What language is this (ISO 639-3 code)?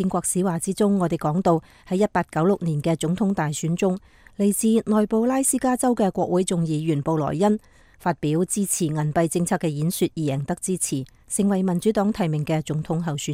yue